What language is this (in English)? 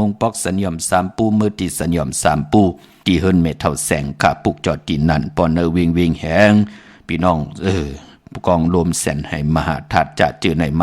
Shan